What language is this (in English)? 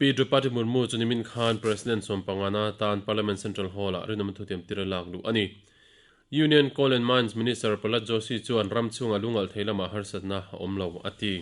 Mizo